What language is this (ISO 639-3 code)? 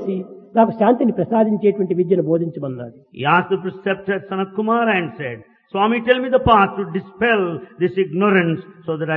tel